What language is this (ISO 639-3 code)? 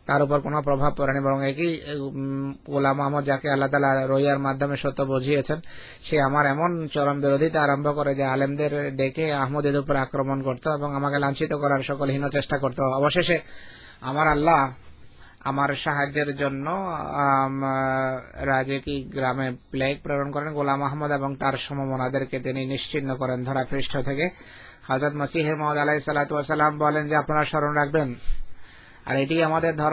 ben